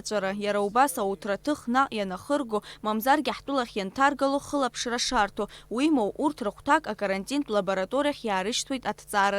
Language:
Abkhazian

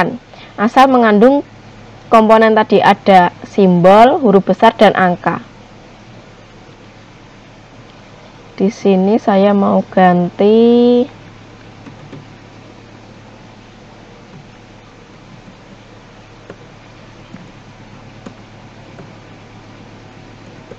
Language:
Indonesian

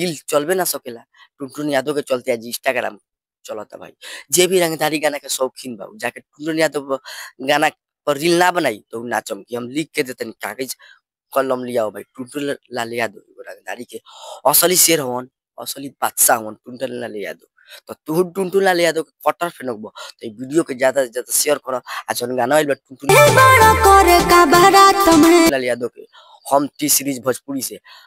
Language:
Bhojpuri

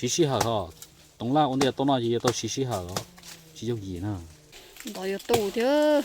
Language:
Hmong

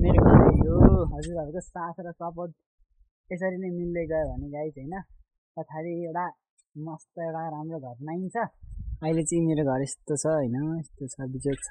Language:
Nepali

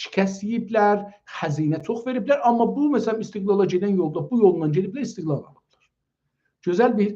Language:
South Azerbaijani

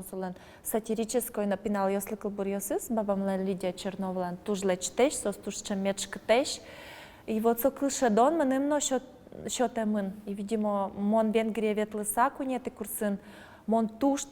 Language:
Udmurt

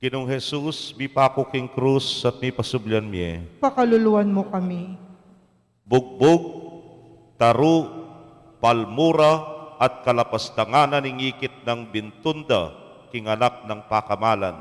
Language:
Pampanga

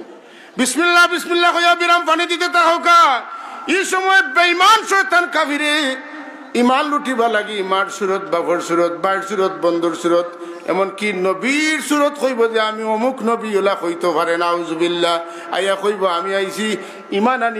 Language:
Sylheti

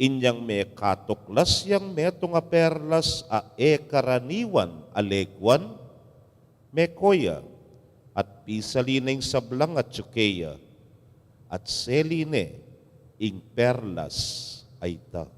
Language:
Pampanga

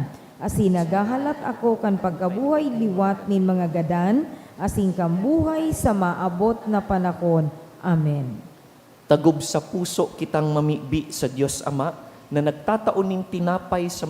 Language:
Bikol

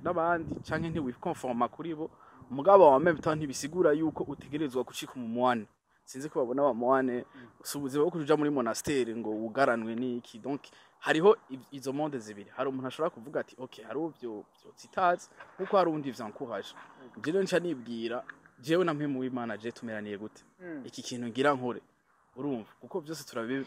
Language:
Rundi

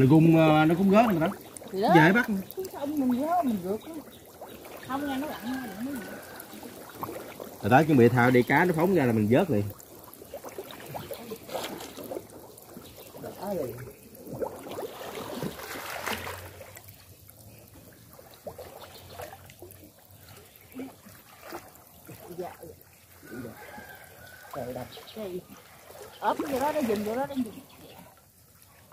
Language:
Vietnamese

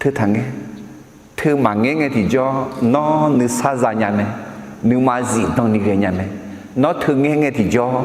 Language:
Akha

